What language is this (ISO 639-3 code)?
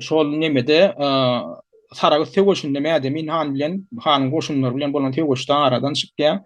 tuk